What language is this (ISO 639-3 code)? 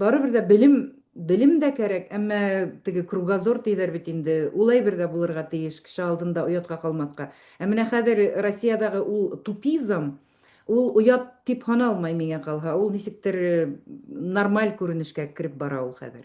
bak